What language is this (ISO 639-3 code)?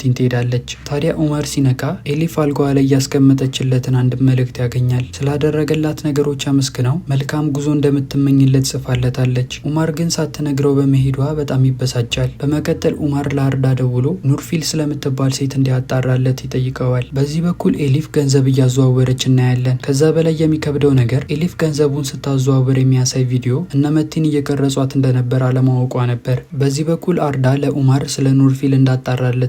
amh